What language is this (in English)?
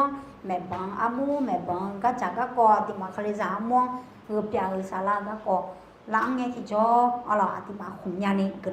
Akha